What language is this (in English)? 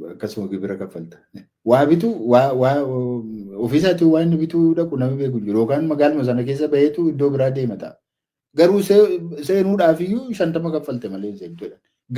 Oromo